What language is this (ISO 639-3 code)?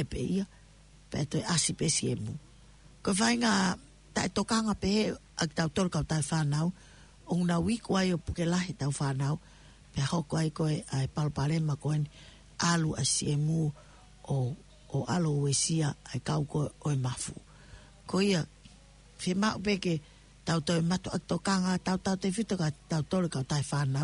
ton